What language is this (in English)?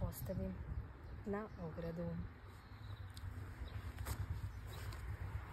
Serbian